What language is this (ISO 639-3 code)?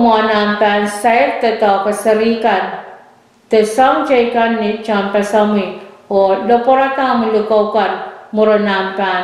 pon